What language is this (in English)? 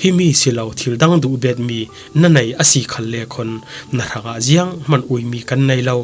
Falam Chin